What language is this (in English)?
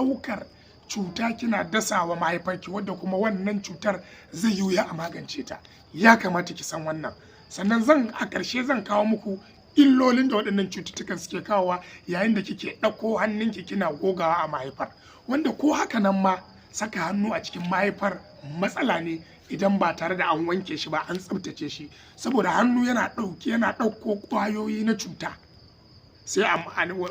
Hausa